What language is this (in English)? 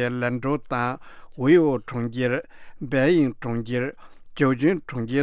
Tibetan